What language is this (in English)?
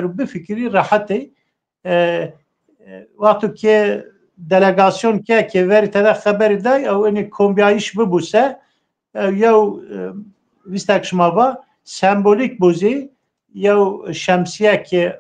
Zaza